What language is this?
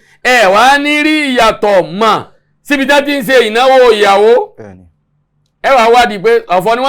Yoruba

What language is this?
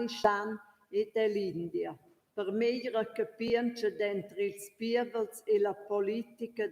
Romansh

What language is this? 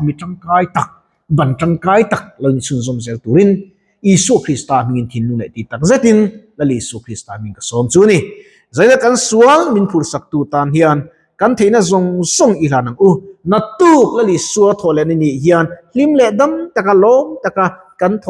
Mizo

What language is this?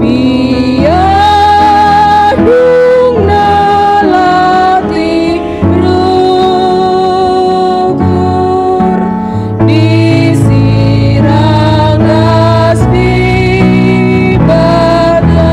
Batak Karo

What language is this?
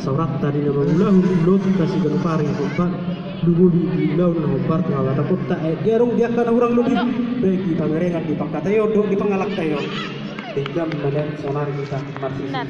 Batak Toba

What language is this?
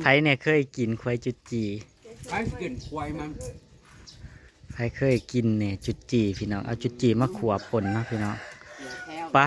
Northeastern Thai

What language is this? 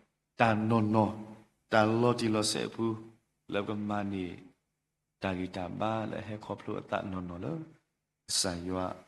S'gaw Karen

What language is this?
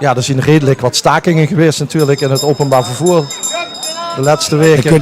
Limburgish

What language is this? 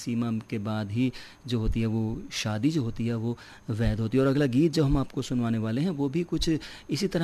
Hindi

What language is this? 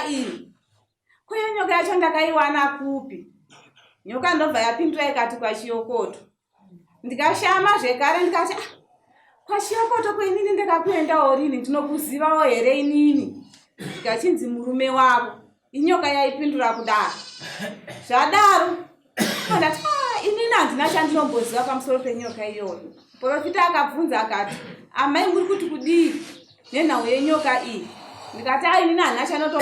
Shona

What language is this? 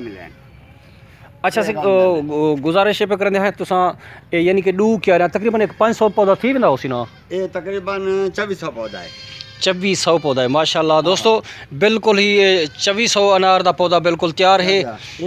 Saraiki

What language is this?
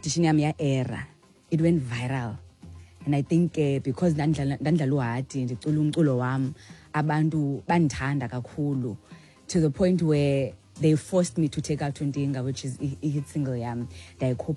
Xhosa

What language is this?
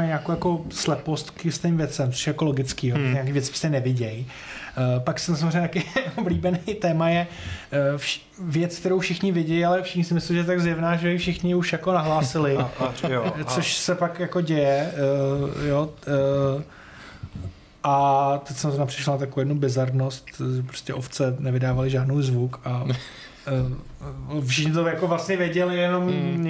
Czech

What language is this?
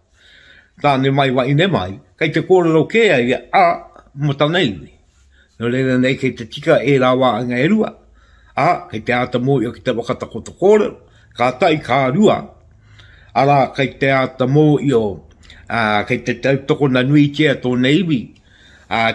Māori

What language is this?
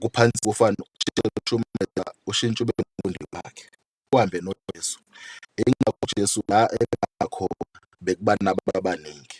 Zulu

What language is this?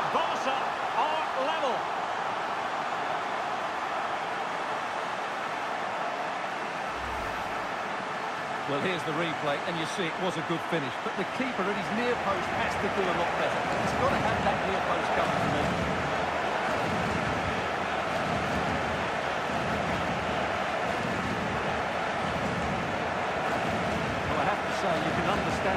English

